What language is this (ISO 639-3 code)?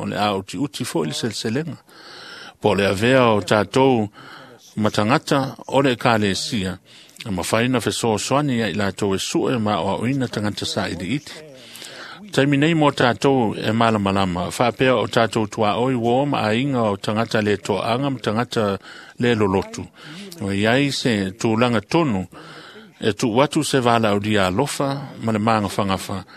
smo